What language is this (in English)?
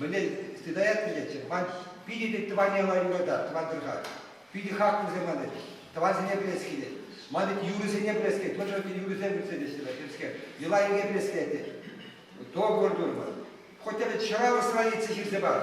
Chuvash